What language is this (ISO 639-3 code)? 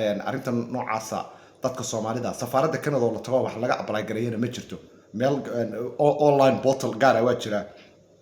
som